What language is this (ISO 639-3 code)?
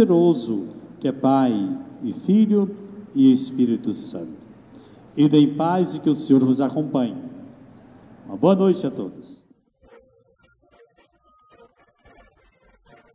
por